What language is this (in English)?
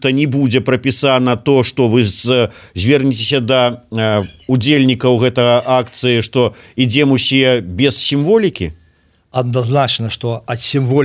Belarusian